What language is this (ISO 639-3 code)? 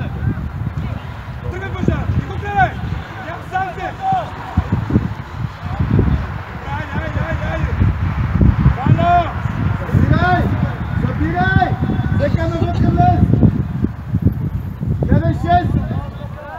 bul